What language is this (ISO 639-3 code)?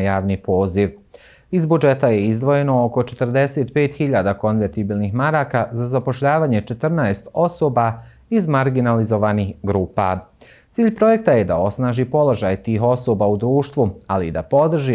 bos